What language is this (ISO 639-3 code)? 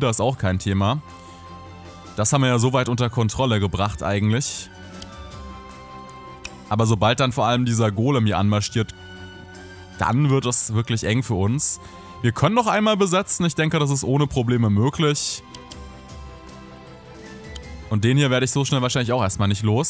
deu